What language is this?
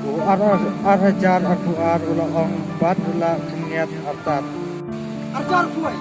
Khasi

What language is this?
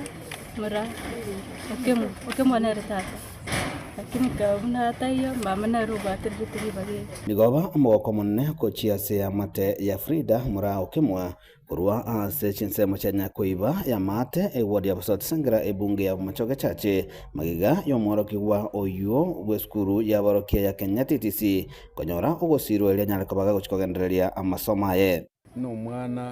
Gusii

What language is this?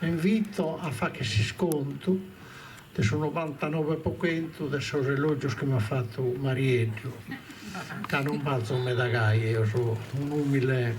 Sardinian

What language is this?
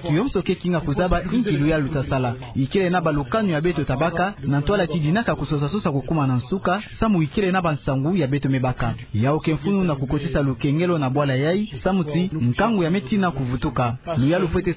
Kituba (Democratic Republic of Congo)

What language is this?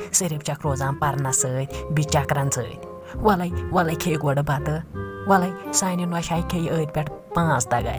Kashmiri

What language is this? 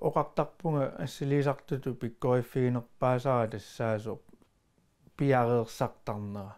Kalaallisut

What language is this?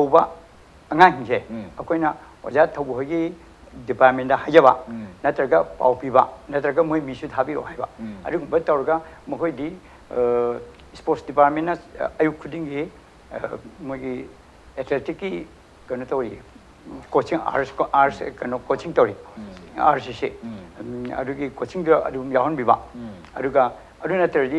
Manipuri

